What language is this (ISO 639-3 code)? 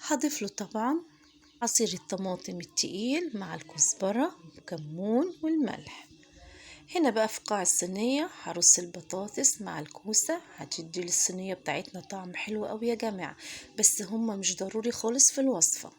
arz